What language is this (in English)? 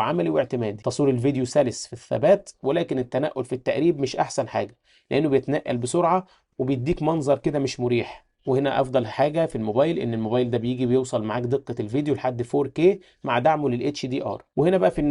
Egyptian Arabic